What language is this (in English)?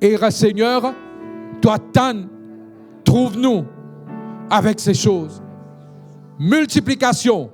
Morisyen